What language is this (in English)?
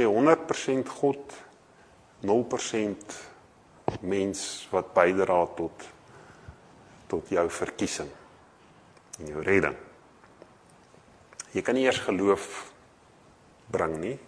Afrikaans